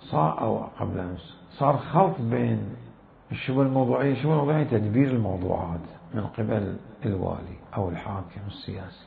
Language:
Mesopotamian Arabic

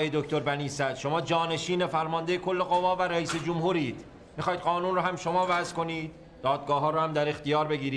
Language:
Persian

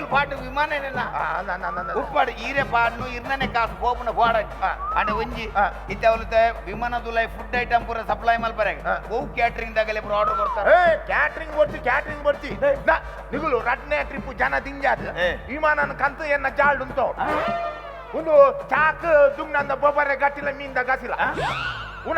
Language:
Tulu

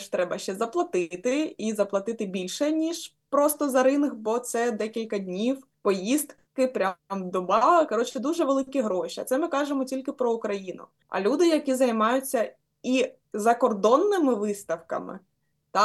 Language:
Ukrainian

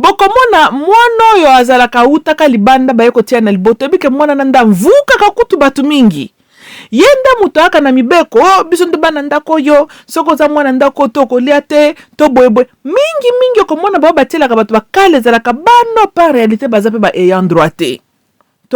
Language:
Lingala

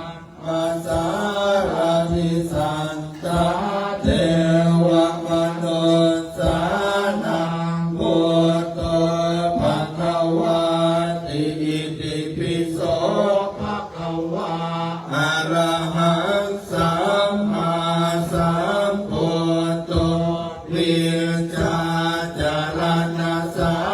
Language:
Pali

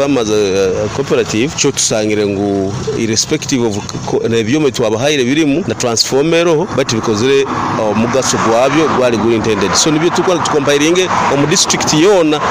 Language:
Nyoro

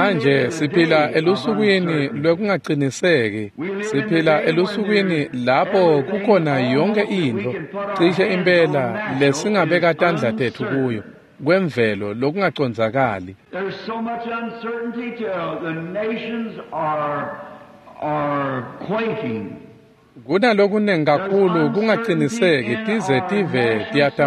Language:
Swati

